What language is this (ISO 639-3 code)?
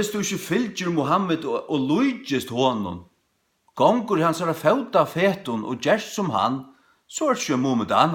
fao